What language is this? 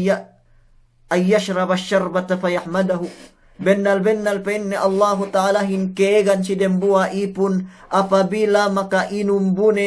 Yakan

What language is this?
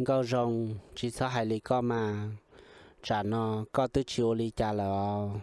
Hmong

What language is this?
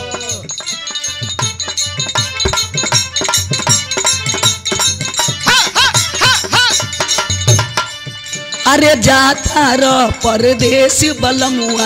Bhojpuri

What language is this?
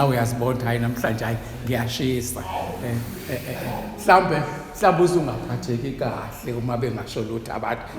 Zulu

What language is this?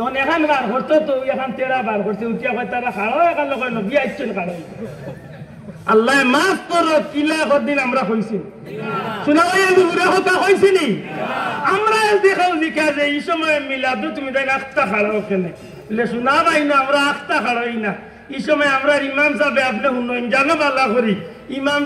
Sylheti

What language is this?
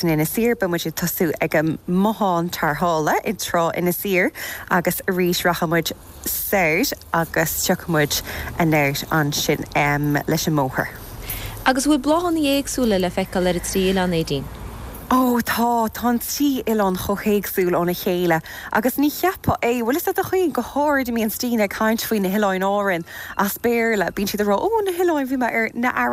Irish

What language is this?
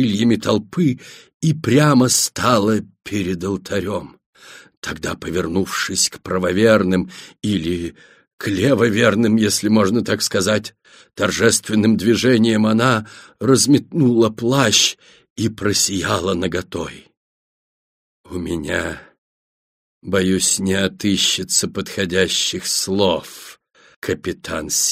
Russian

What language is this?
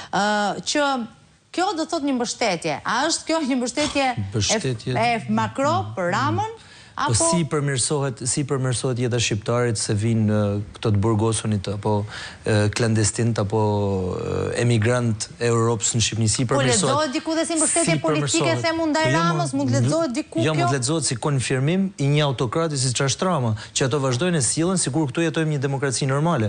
Albanian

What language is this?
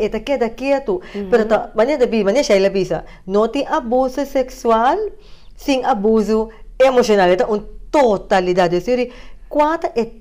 Papiamento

